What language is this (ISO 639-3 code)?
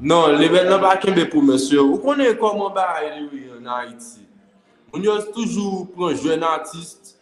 hat